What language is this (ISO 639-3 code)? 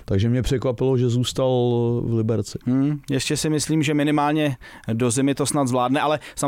ces